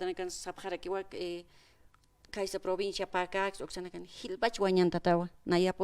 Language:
Aymara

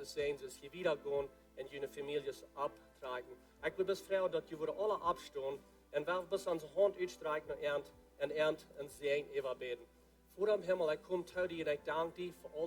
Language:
Plautdietsch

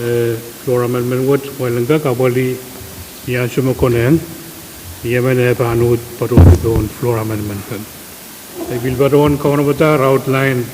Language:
Pohnpeian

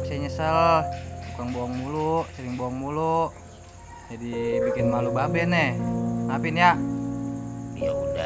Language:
Betawi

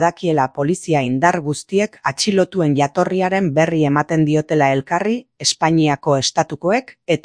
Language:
Basque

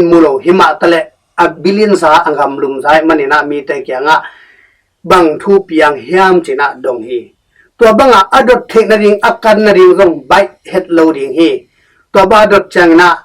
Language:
Tedim Chin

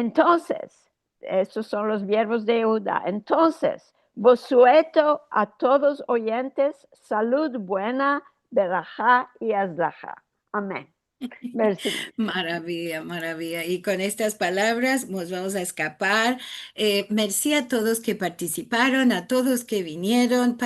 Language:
Ladino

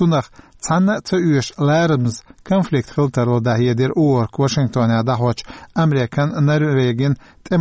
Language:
Chechen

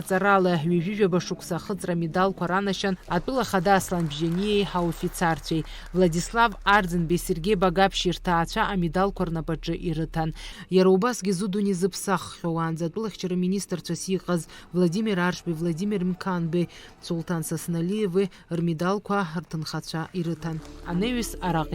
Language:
Abkhazian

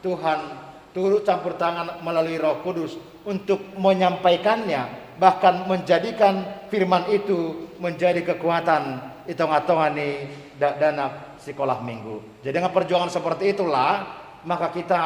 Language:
Batak Simalungun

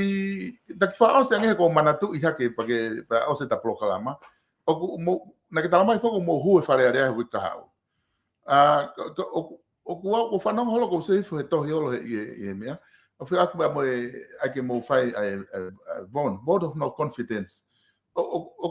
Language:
Tongan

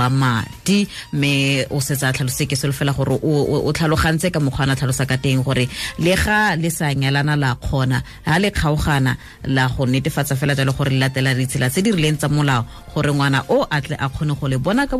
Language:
Tswana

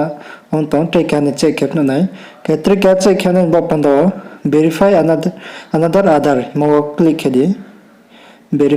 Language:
Riang (India)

